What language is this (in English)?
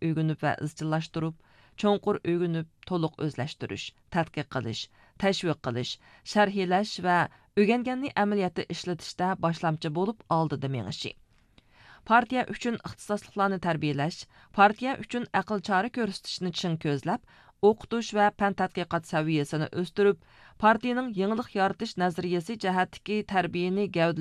Uyghur